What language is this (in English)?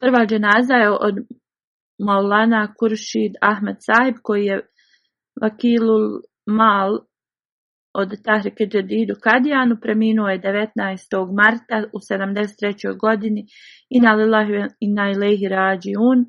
Bosnian